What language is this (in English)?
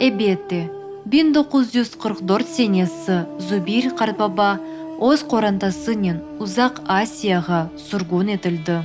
Crimean Tatar